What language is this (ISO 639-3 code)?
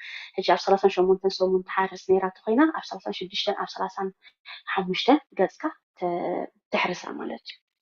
tir